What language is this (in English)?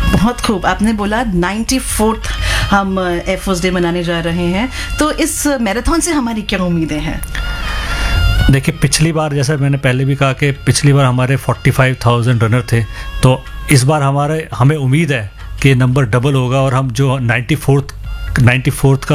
Hindi